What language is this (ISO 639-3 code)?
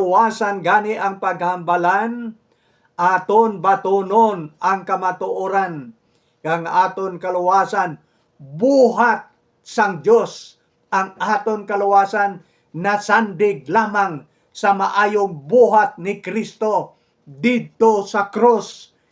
hil